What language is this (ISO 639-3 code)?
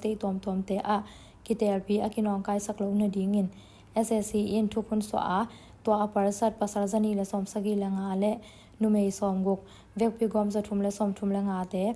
ctd